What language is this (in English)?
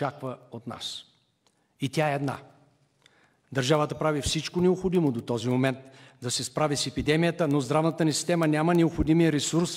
Bulgarian